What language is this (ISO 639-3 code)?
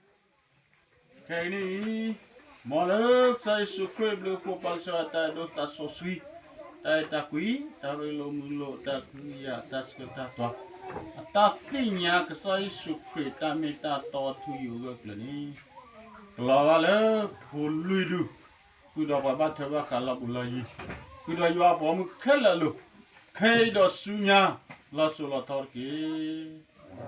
ksw